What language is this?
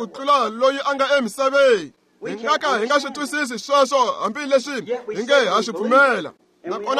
Tsonga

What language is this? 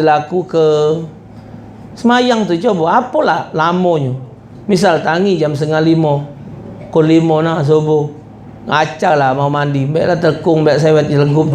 Musi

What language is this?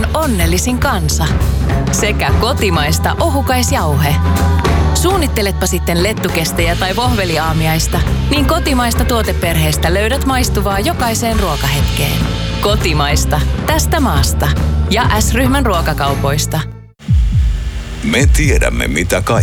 Finnish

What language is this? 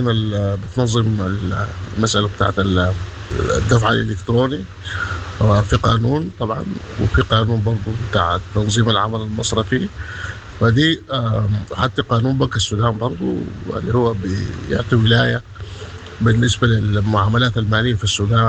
Sudanese Arabic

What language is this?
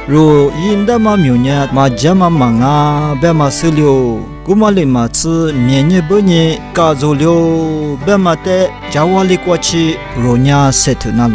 Lisu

